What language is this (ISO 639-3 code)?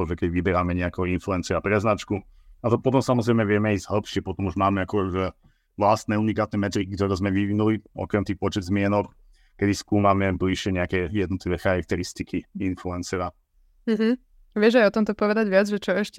slk